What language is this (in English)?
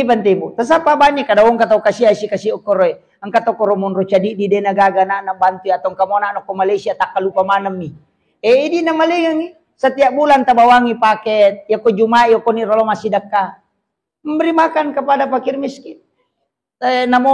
Buginese